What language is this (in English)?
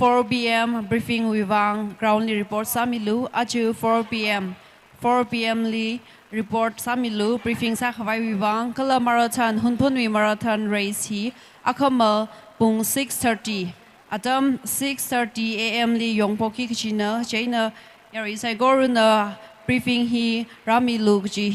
Tangkhul Naga (India)